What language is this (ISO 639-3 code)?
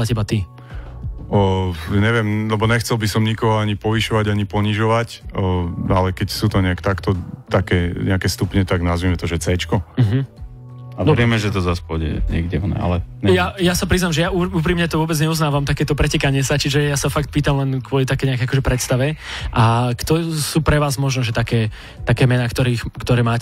slk